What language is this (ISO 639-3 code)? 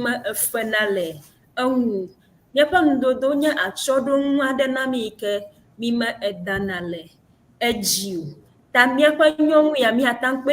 ewe